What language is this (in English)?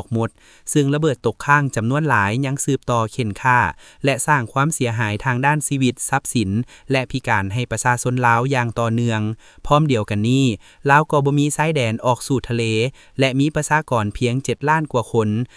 Lao